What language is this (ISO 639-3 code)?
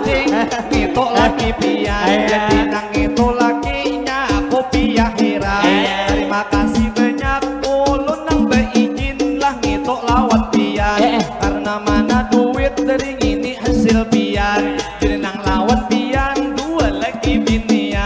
bjn